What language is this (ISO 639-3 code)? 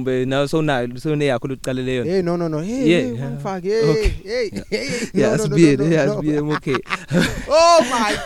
eng